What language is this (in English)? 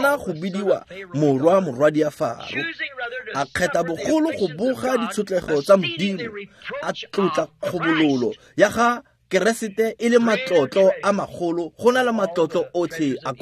Tswana